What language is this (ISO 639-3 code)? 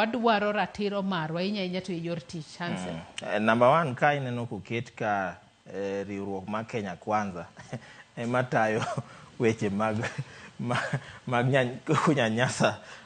luo